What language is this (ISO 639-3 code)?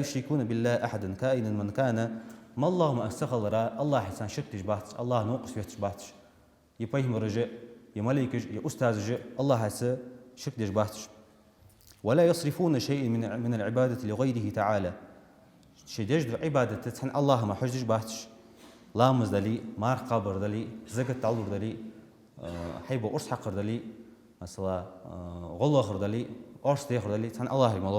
inh